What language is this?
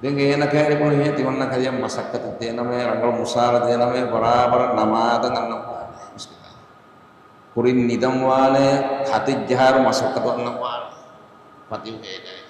Divehi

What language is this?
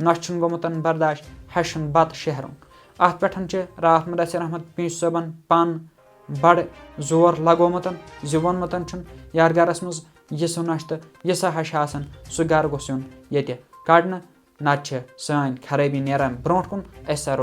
Kashmiri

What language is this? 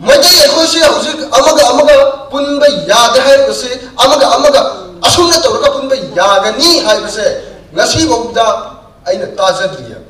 Manipuri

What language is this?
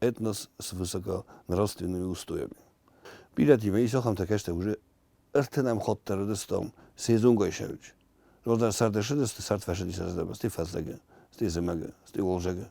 Ossetic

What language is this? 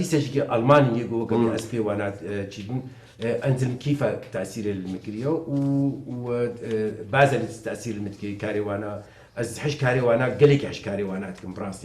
Kurdish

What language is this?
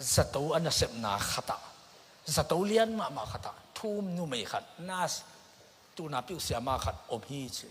Tedim Chin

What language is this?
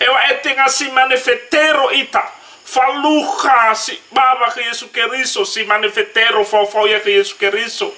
Nias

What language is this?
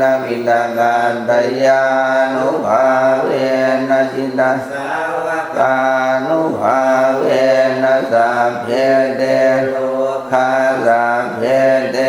Pali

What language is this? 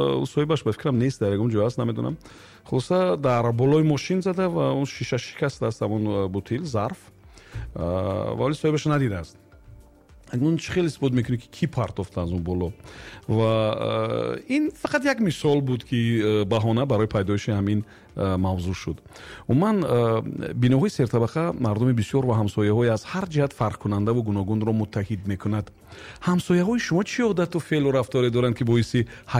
Tajik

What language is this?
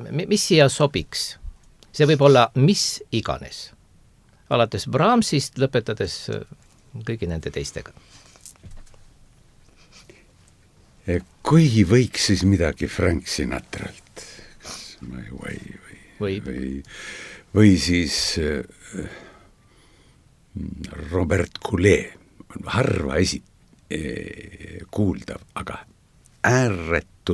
Estonian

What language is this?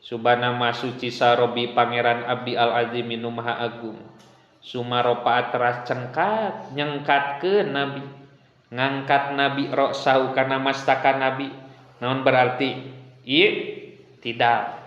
Sundanese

